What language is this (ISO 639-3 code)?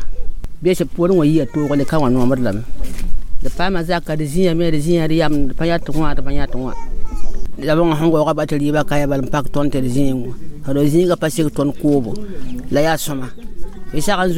mos